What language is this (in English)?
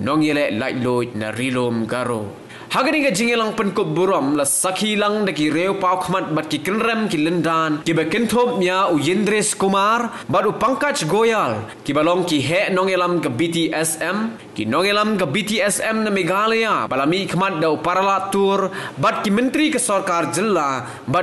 Khasi